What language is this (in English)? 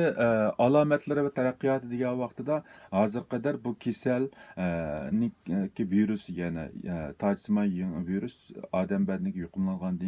Uyghur